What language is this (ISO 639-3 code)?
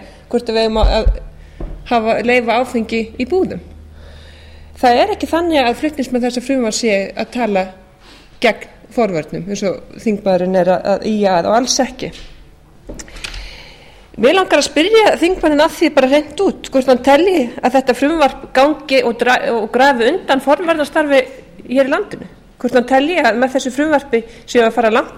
isl